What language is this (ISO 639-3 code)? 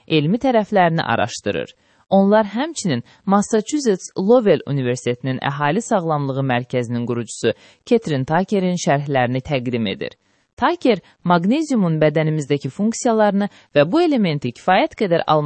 aze